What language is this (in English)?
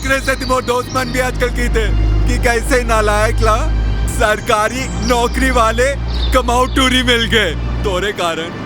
Chhattisgarhi